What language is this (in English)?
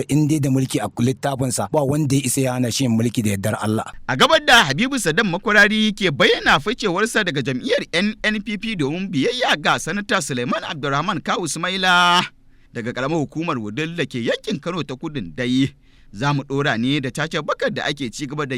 Hausa